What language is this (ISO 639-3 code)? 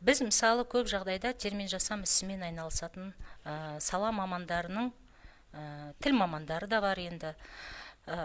kaz